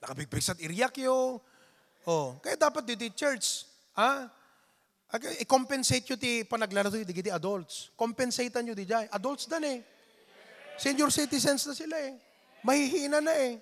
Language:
Iloko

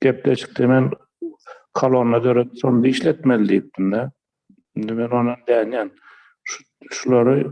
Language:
Turkmen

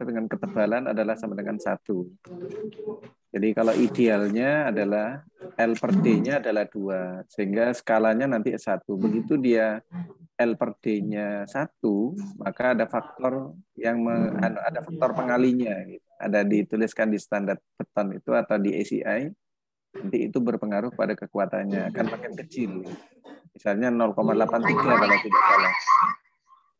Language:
Indonesian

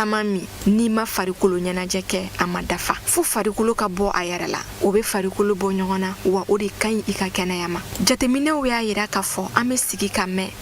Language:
Bambara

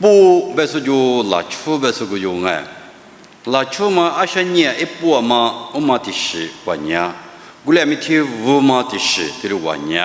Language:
Lisu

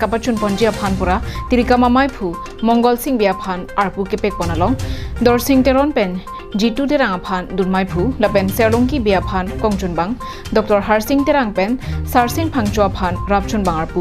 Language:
Karbi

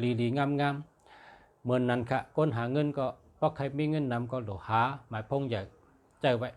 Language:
Shan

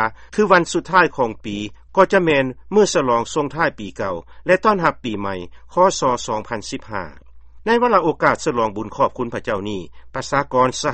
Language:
Lao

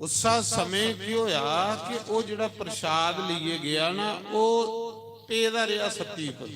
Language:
Dogri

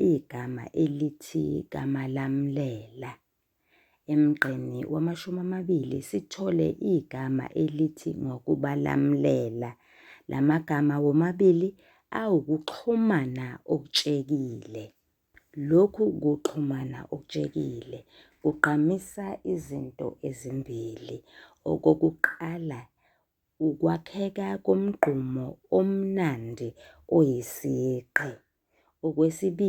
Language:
Zulu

